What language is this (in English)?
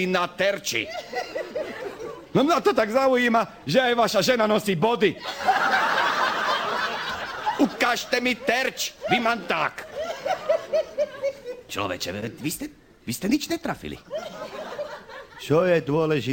Slovak